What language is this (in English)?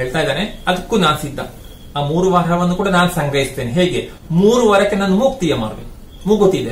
Kannada